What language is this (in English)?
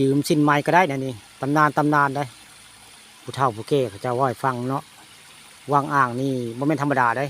Northeastern Thai